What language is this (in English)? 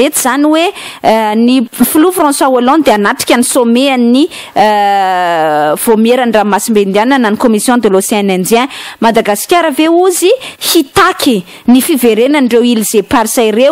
Malagasy